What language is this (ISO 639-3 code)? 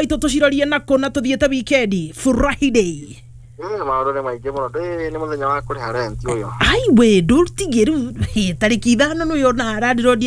kik